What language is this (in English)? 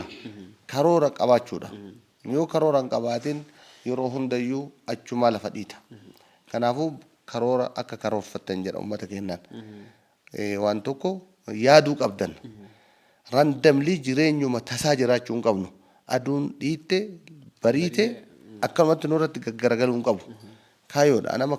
Oromo